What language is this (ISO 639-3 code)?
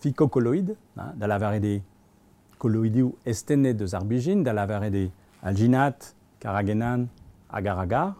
bre